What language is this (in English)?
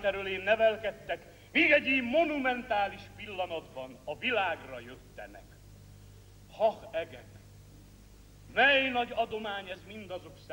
Hungarian